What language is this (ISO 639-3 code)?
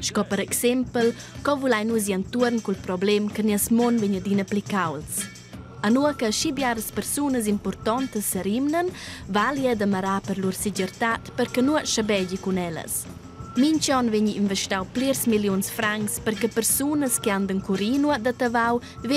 roh